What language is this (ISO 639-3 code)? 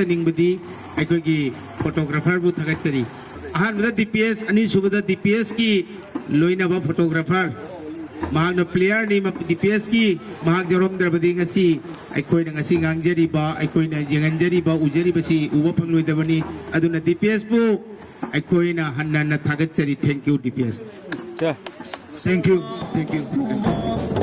mni